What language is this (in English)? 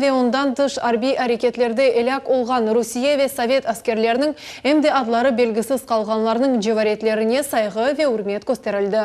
Crimean Tatar